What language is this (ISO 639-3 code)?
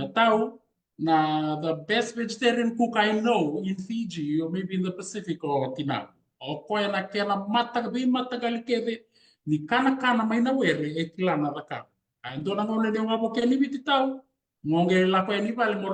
fij